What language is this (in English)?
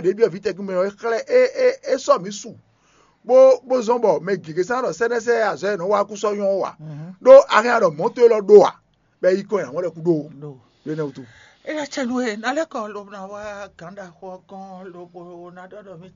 Fon